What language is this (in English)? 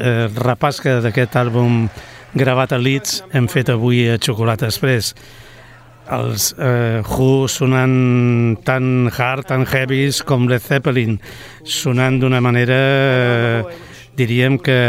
Catalan